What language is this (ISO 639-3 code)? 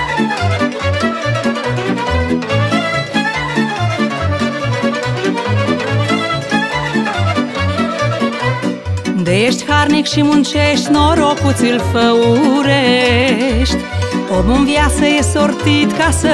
ron